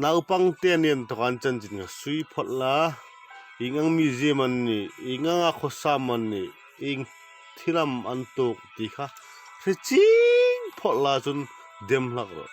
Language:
Hmar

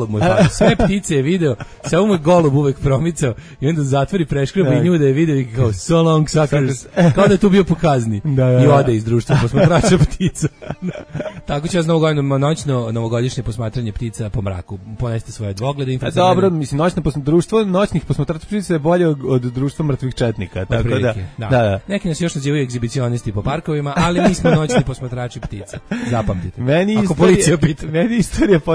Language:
Serbian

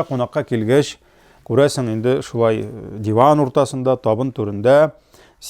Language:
Tatar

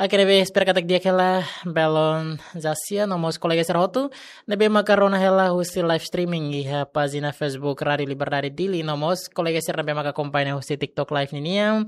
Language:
Tetum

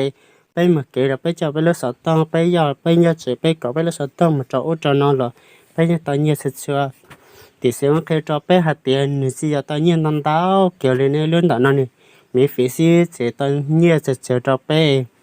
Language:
Hmong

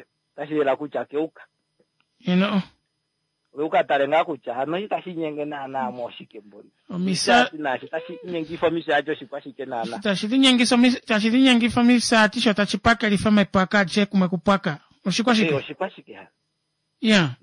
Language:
Kuanyama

